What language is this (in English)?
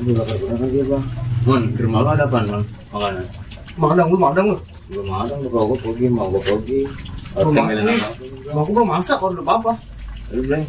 Betawi